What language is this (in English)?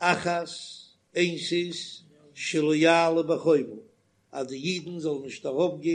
Yiddish